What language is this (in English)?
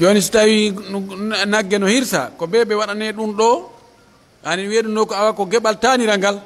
Pular